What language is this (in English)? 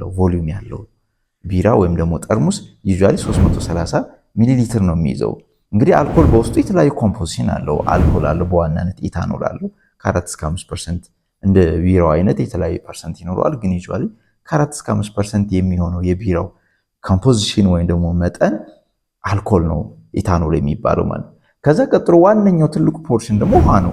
Amharic